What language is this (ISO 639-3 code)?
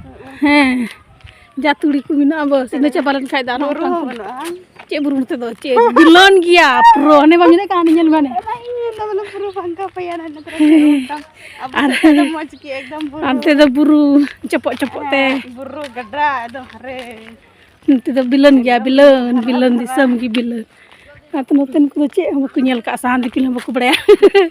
sat